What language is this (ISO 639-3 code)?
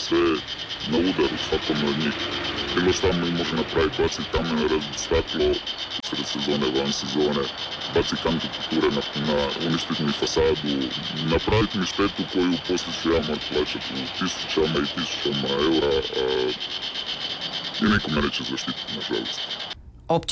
hrv